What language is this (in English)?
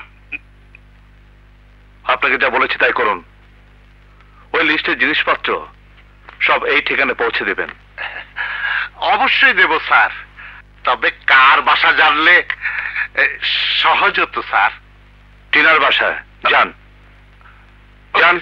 Bangla